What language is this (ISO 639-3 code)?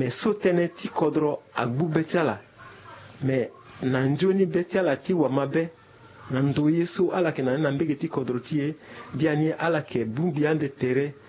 sag